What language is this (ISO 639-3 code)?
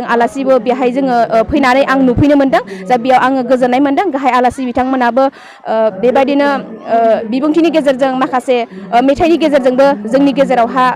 brx